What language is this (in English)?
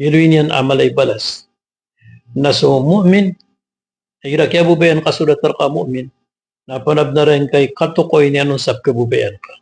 Maranao